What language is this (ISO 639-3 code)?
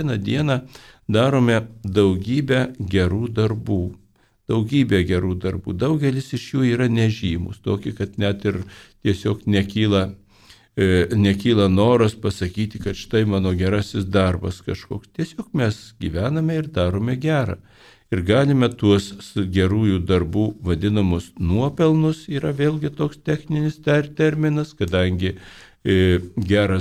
lit